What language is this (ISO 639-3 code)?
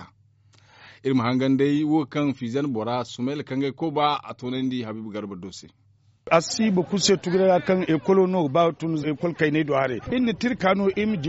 dje